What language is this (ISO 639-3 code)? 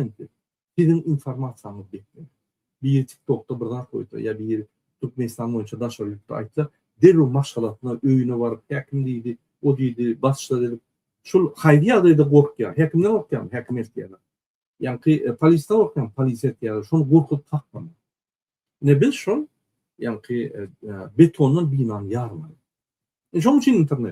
tuk